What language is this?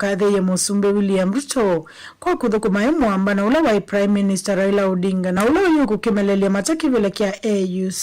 Kamba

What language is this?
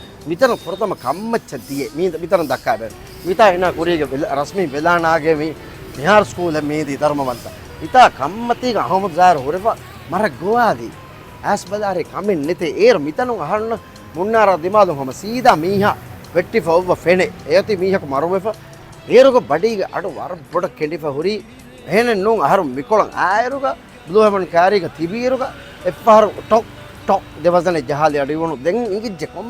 Divehi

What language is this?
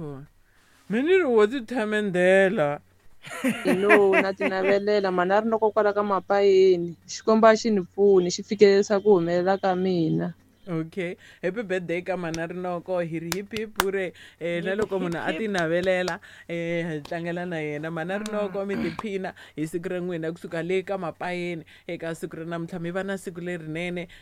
Tsonga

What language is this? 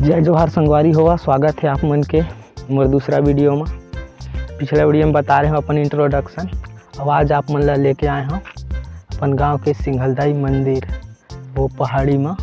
Chhattisgarhi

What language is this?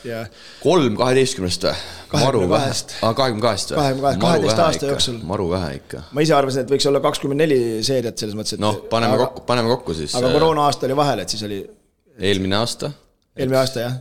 Estonian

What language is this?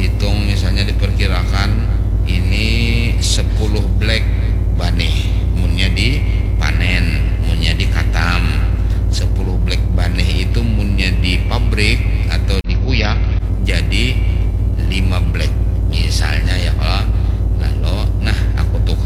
Banjar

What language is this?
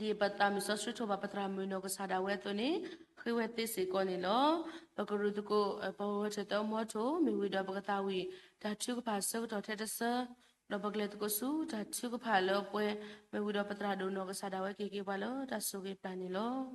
S'gaw Karen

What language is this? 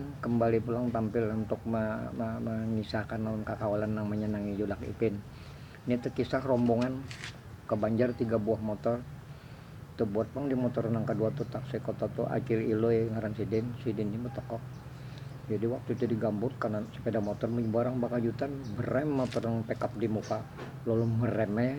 Banjar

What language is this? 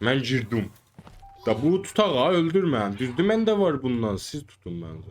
South Azerbaijani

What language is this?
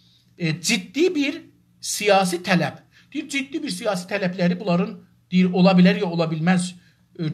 South Azerbaijani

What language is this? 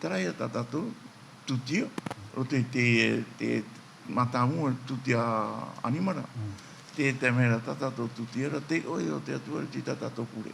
Tahitian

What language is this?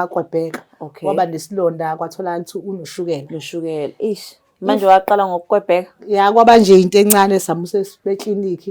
Zulu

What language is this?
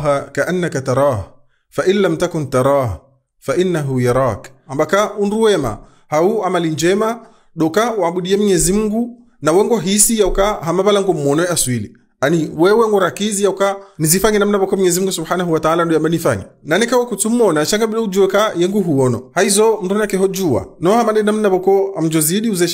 Ngazidja Comorian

